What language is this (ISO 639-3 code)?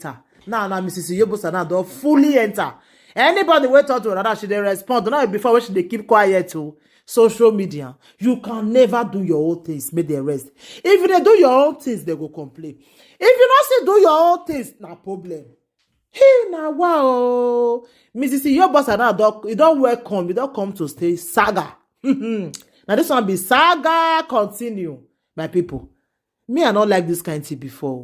pcm